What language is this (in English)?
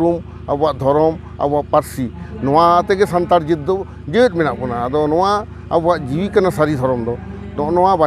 Santali